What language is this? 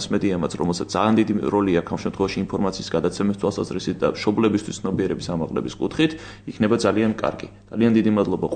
Georgian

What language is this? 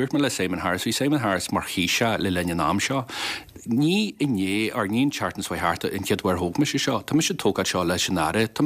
Irish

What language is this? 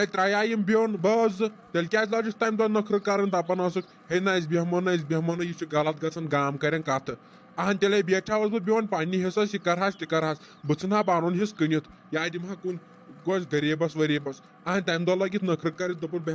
Kashmiri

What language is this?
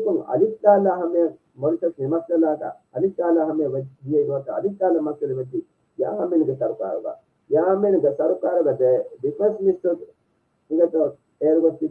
Divehi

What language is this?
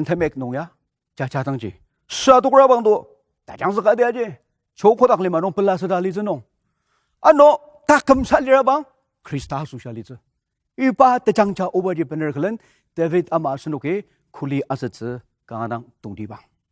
Ao Naga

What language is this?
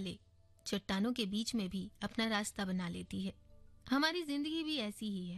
Hindi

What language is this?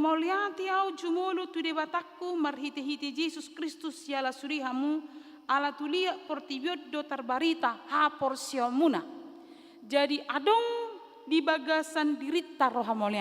Batak Toba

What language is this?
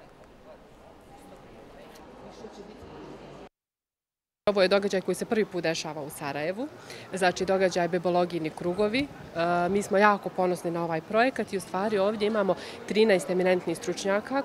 Bosnian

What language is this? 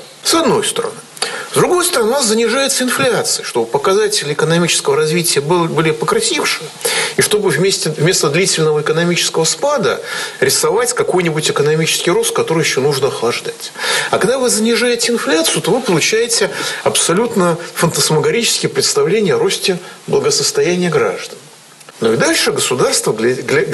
Russian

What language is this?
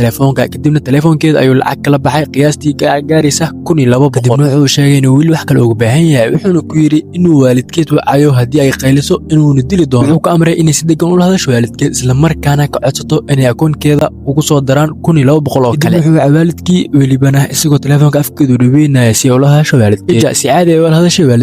Somali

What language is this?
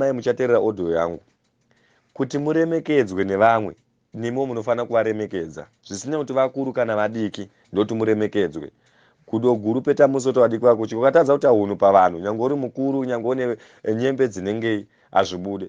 Shona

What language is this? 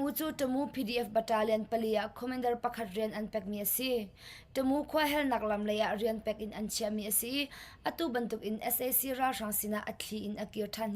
Hakha Chin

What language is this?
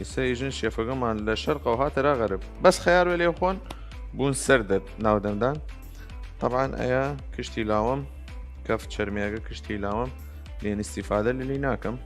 Southern Kurdish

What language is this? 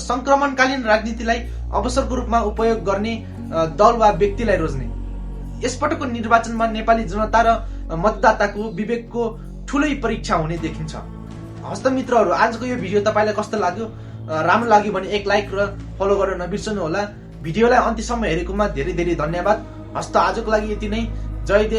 Nepali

